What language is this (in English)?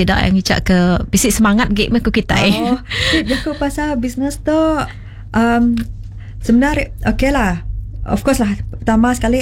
Malay